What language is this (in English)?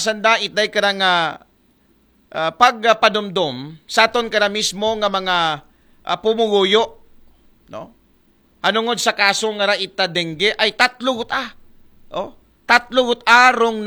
Aklanon